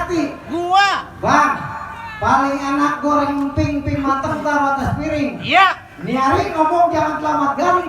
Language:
Betawi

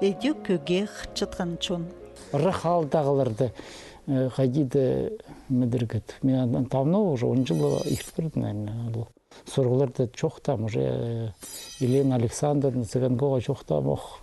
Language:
Khakas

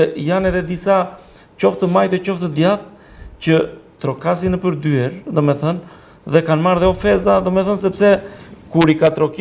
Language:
Albanian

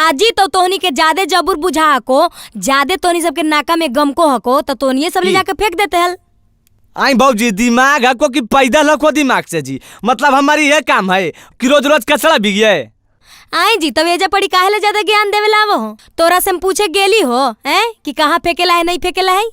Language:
Magahi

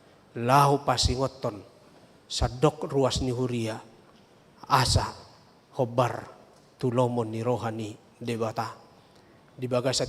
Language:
Batak Toba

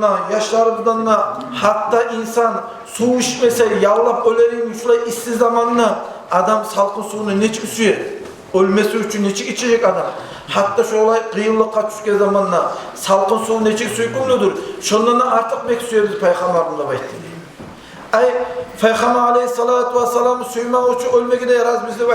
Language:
Kumyk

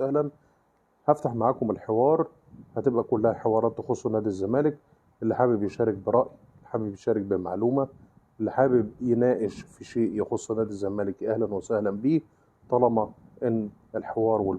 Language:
Egyptian Arabic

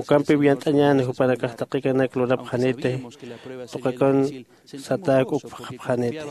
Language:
Aymara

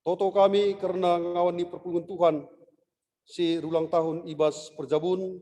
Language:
Batak Karo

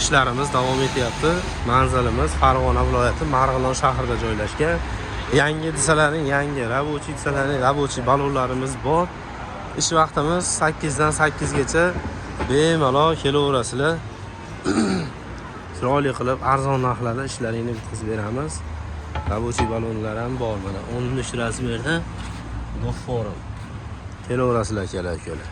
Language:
Uzbek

